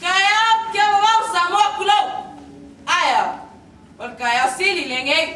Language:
Samoan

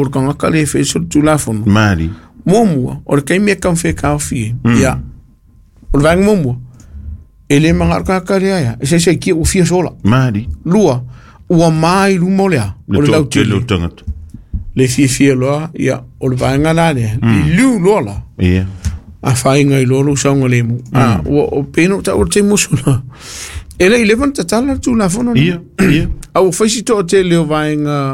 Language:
Samoan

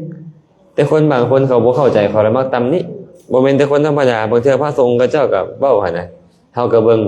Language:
Lao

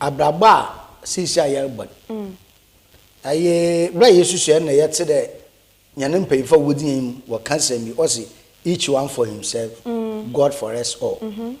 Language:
Akan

